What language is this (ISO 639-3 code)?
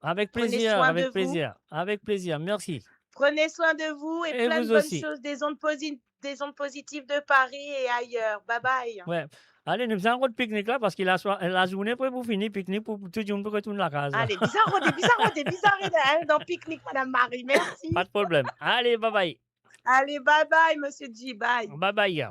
mfe